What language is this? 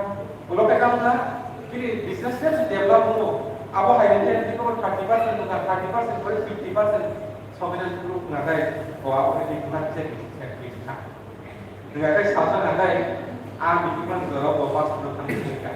Kok Borok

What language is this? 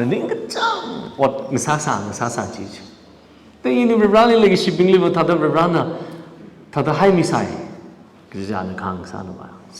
Tangkhul Naga (India)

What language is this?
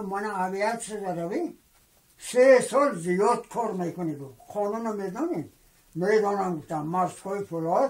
Tajik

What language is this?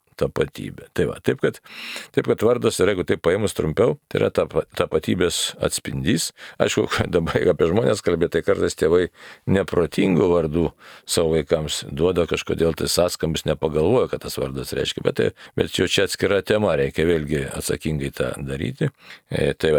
Lithuanian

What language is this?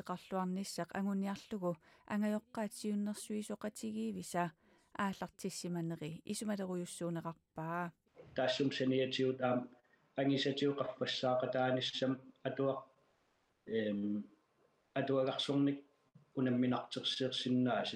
Kalaallisut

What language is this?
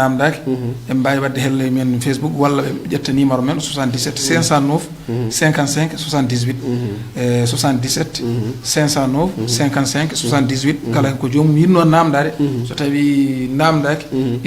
Fula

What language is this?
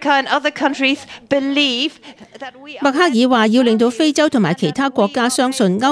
Cantonese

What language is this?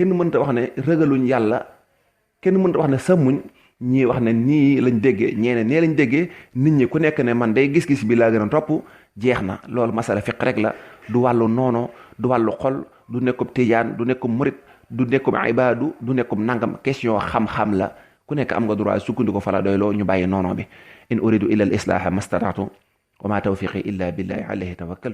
Wolof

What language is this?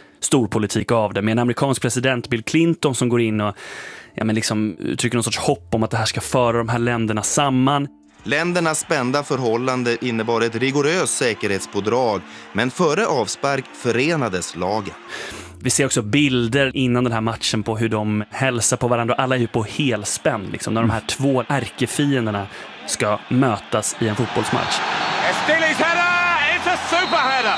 Swedish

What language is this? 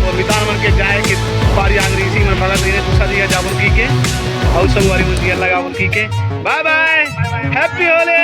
Chhattisgarhi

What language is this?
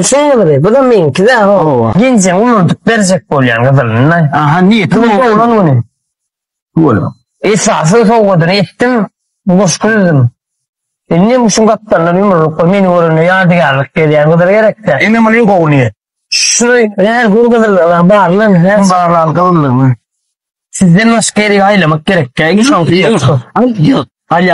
Turkmen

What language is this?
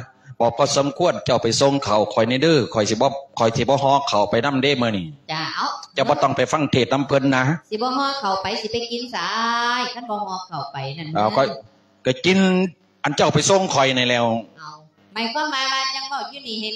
Lao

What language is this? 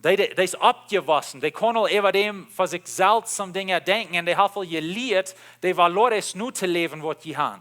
Plautdietsch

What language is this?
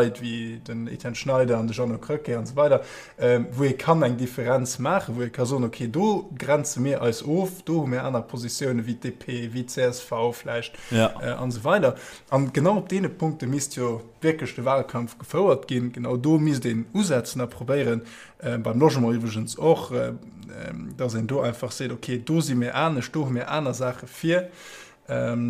Luxembourgish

